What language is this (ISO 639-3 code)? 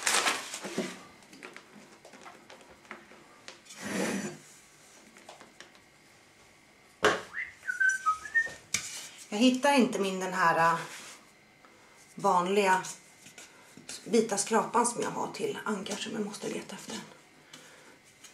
swe